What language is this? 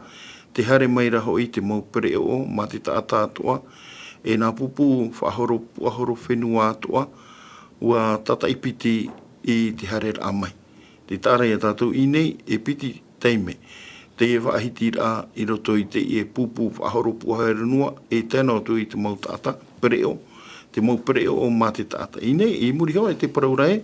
Tahitian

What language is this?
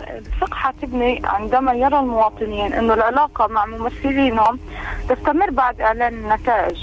North Levantine Arabic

